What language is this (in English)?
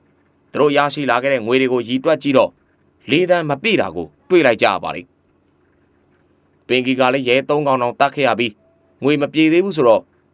Burmese